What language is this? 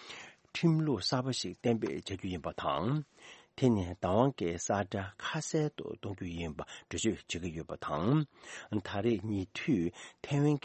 Tibetan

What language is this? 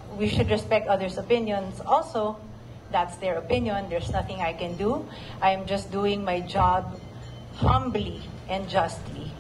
Filipino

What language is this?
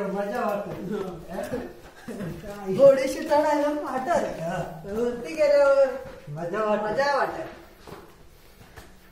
Marathi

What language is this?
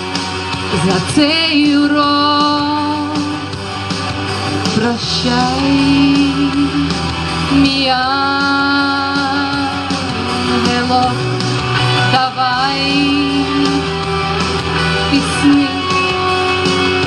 Ukrainian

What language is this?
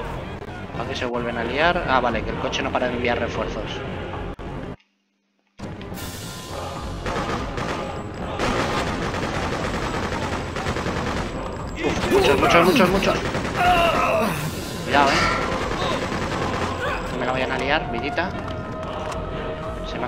Spanish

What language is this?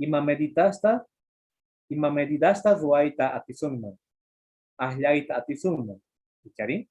Quechua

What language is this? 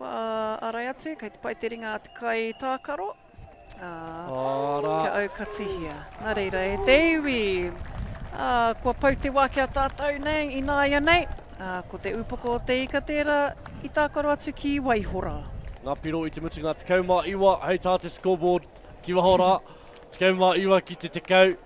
Māori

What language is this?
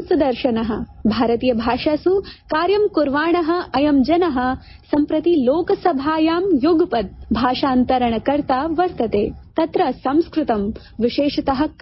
Sanskrit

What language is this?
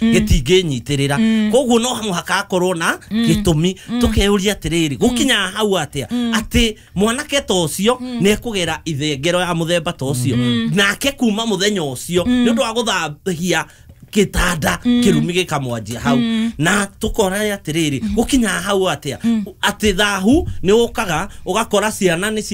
Kikuyu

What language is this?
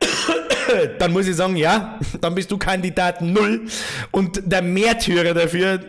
Bavarian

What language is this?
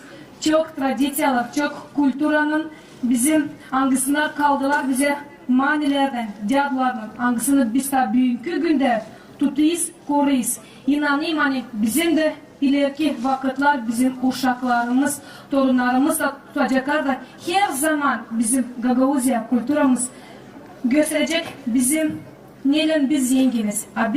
Gagauz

